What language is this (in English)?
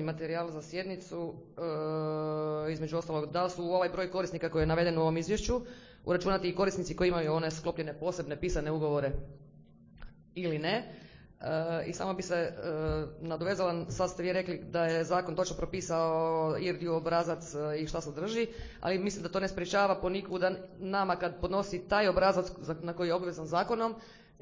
Croatian